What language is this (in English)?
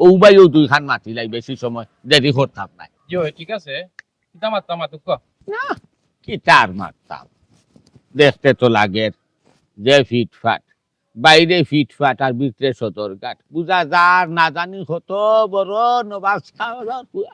Sylheti